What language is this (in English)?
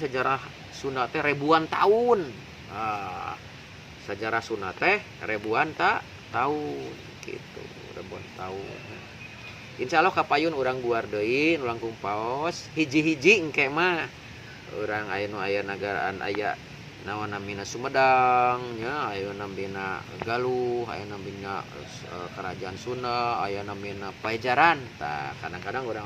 Sundanese